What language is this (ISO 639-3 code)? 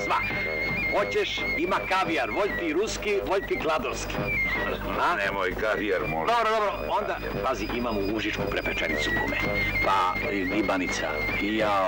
srp